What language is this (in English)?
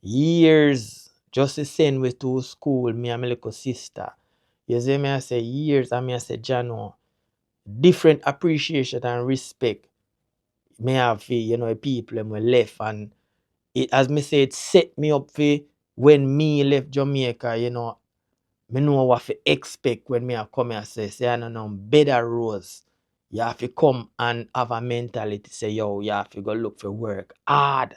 Jamaican Creole English